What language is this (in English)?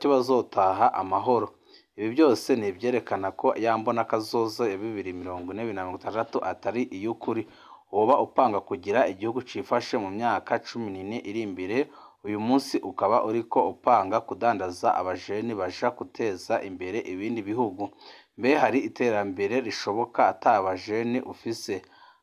Rundi